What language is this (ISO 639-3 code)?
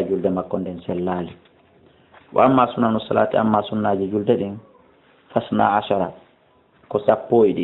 ful